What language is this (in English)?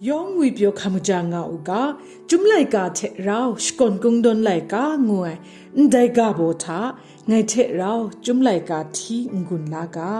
Kachin